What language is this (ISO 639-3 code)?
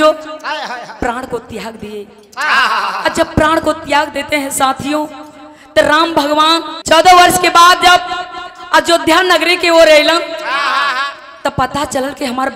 bho